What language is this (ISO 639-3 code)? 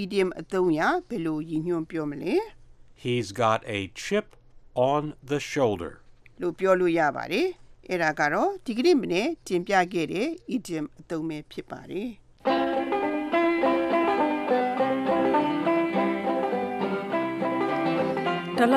mya